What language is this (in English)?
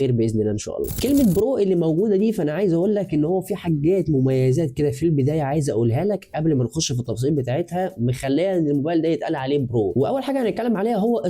Egyptian Arabic